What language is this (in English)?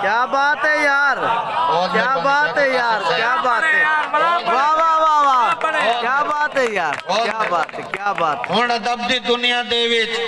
Saraiki